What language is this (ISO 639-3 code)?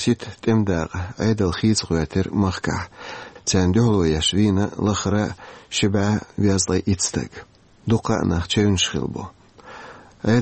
che